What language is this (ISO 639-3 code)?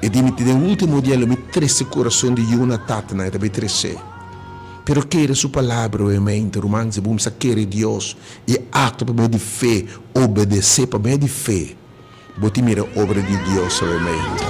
pap